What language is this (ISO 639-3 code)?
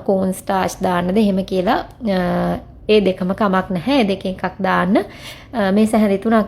sin